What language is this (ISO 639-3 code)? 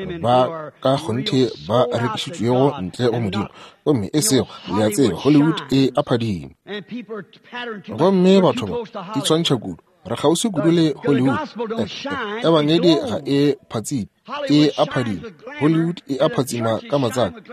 nso